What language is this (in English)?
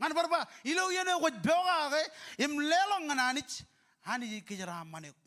Marshallese